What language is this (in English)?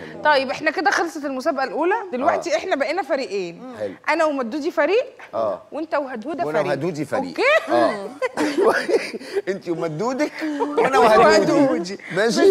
Egyptian Arabic